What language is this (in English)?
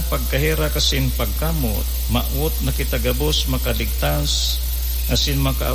Bikol